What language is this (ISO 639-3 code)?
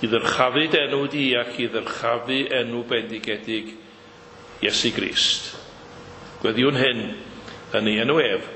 cym